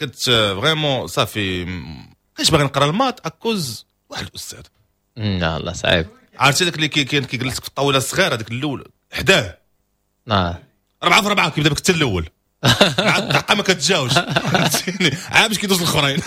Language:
Moroccan Arabic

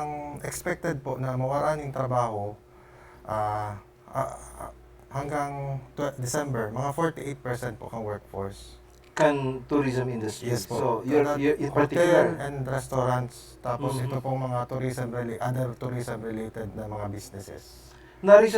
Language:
Bikol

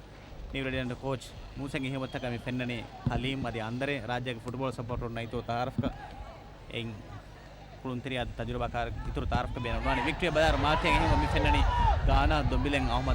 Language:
Divehi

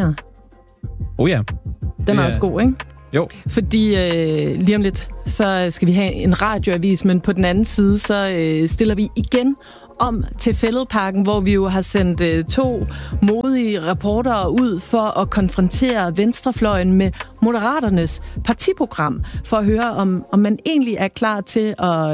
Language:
Danish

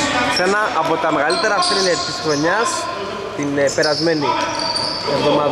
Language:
Greek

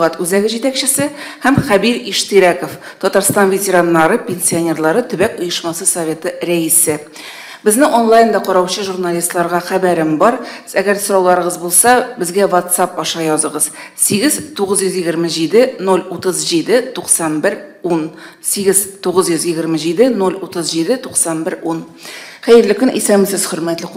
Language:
Tatar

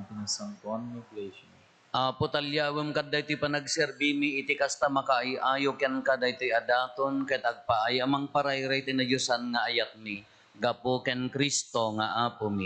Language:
Iloko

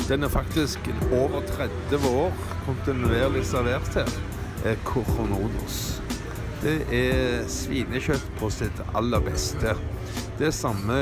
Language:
Norwegian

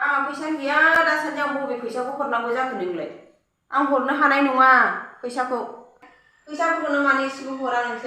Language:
Bodo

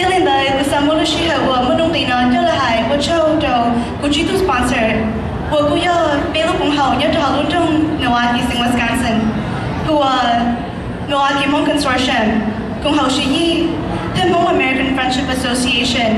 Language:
Hmong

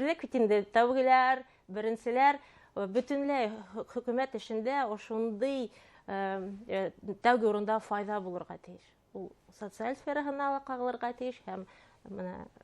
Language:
Bashkir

